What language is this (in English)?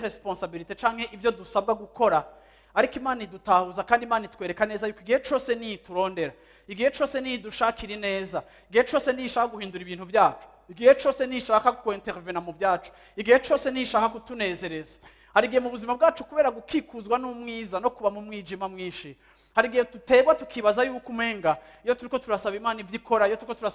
Rundi